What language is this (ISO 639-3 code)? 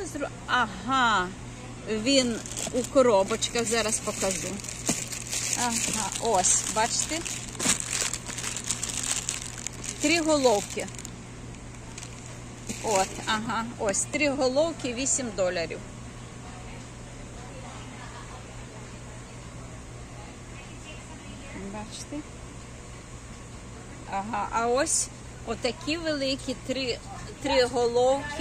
ukr